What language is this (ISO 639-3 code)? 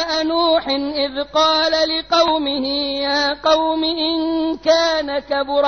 ara